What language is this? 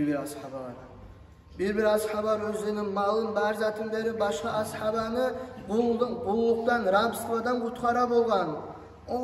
Kumyk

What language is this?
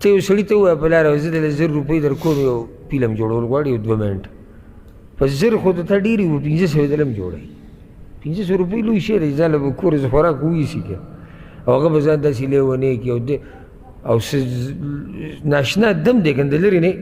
Pashto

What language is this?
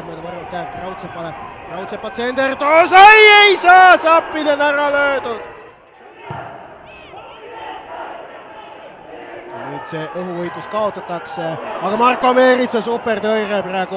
Estonian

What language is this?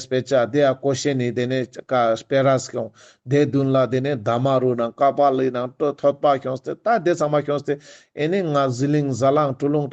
Ladakhi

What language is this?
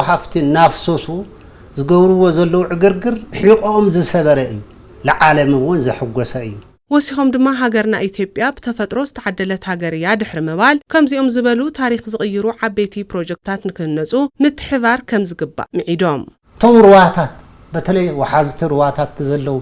Tigrinya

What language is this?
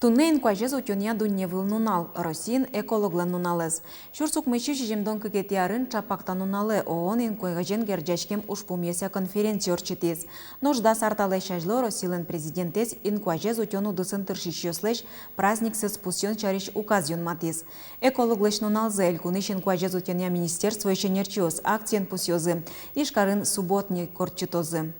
Udmurt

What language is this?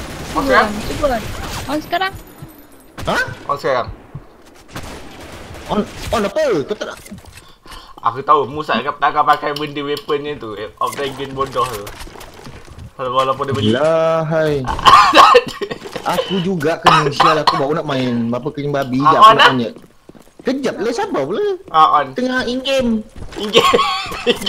Malay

